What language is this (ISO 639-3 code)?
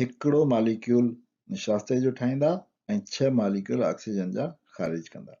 snd